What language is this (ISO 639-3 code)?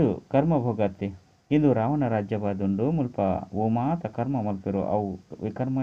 tcy